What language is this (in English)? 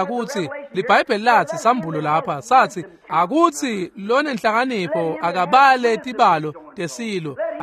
Swati